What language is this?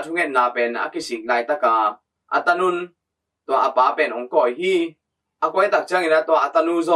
Tedim Chin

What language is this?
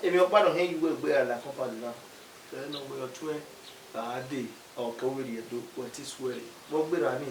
Bini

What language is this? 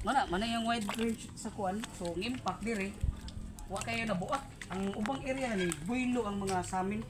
Cebuano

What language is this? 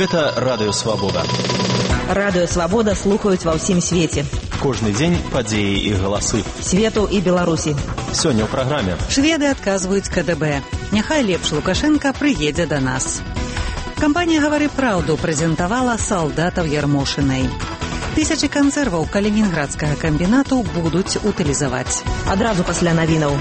Belarusian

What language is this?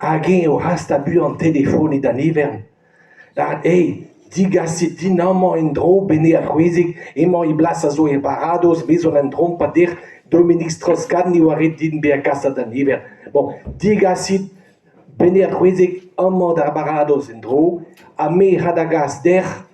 Breton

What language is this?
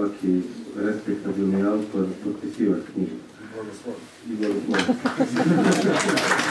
Croatian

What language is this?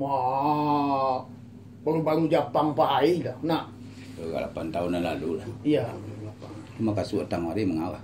Minangkabau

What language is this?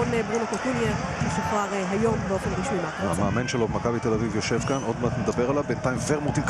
Hebrew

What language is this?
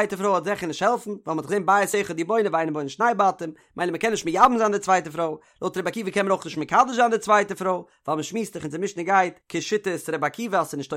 Yiddish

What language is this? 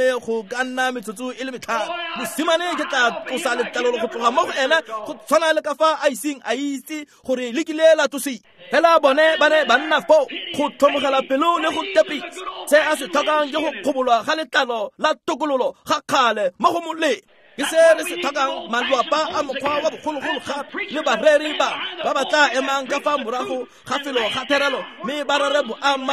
Tswana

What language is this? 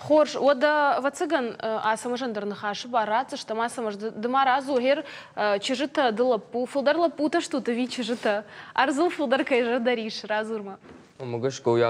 Ossetic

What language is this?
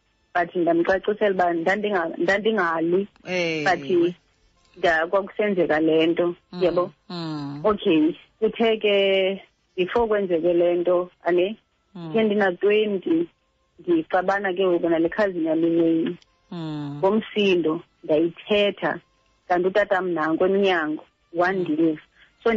Xhosa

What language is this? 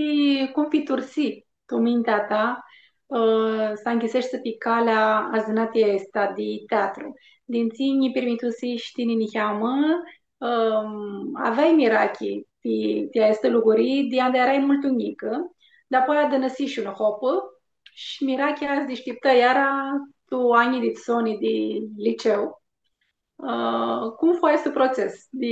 Aromanian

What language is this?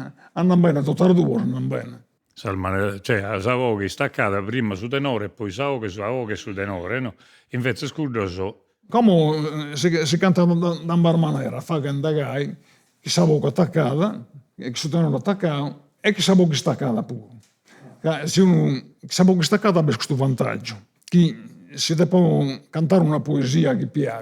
Sardinian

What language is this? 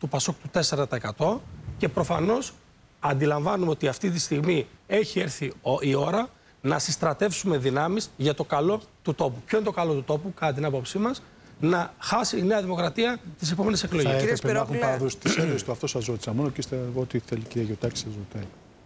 Greek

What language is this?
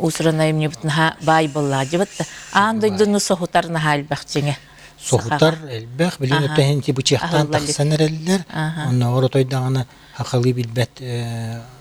Yakut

